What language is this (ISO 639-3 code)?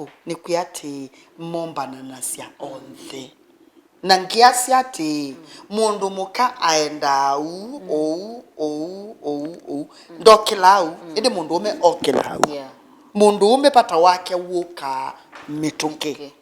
kam